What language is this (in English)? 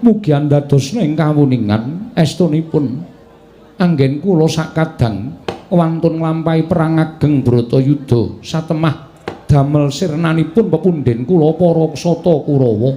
Javanese